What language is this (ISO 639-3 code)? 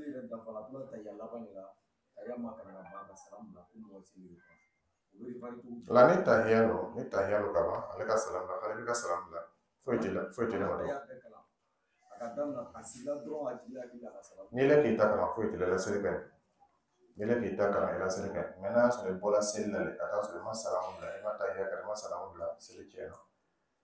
dyu